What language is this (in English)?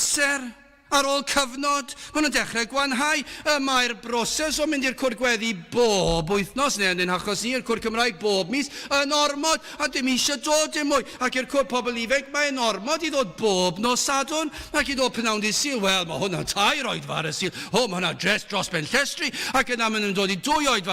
Welsh